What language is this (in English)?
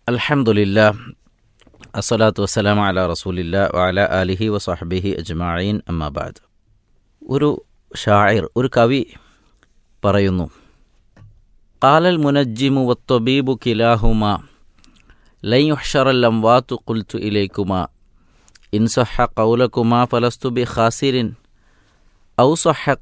Malayalam